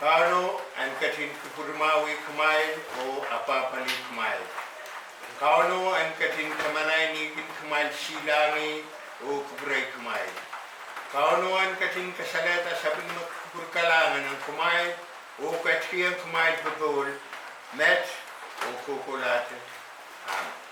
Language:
Pohnpeian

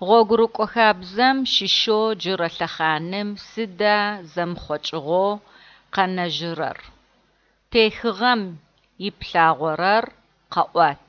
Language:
Adyghe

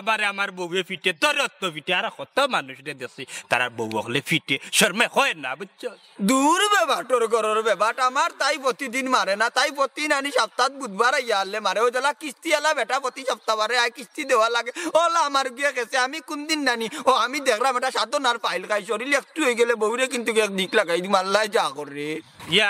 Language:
Sylheti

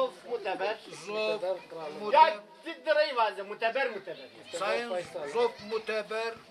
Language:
Zaza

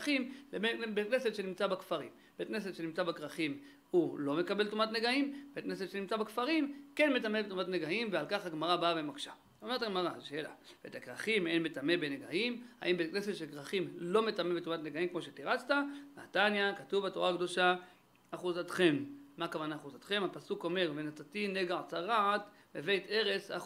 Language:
Hebrew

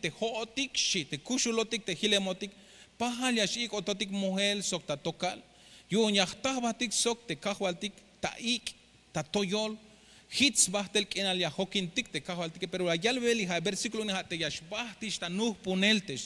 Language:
Tzeltal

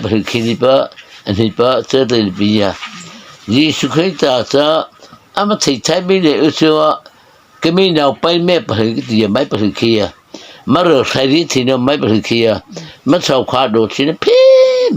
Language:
Mara Chin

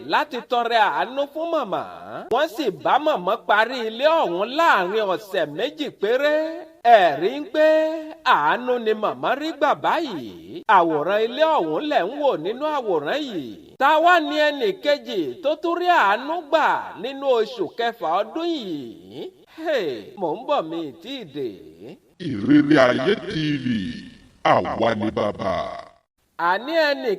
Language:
Yoruba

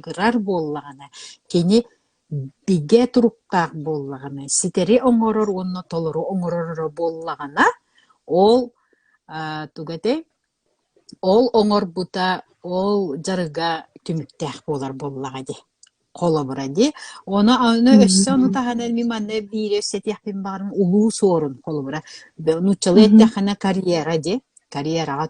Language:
Yakut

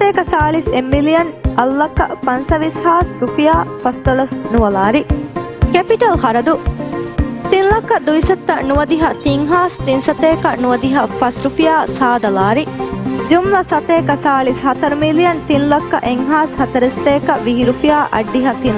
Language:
Divehi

